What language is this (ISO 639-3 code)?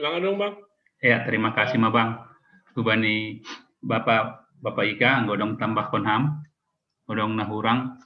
bts